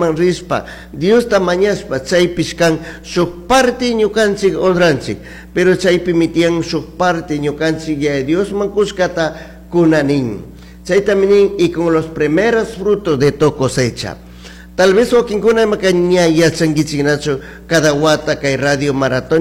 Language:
Chimborazo Highland Quichua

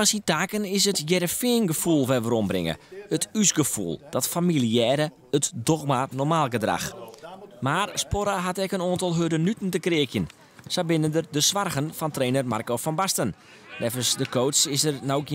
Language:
Western Frisian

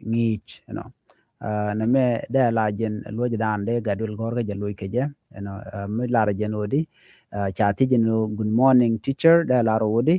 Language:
Nuer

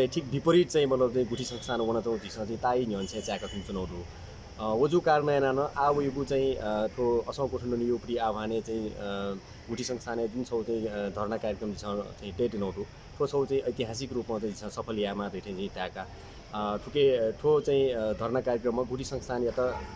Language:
Newari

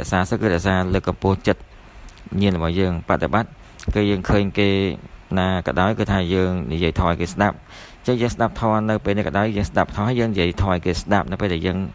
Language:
Khmer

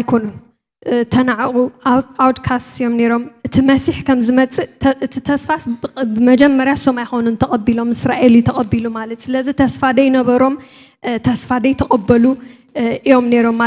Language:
Tigrinya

